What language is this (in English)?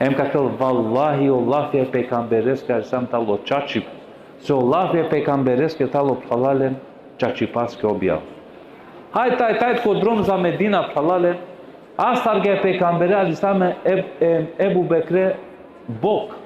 Balkan Romani